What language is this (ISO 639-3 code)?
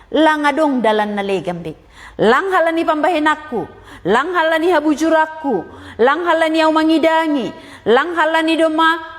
bts